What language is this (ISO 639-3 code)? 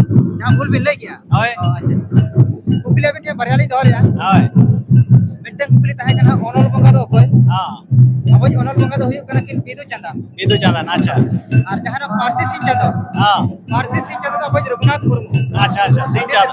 sat